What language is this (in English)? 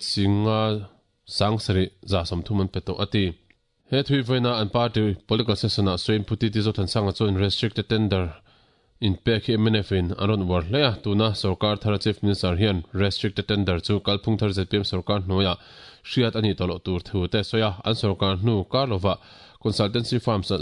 Mizo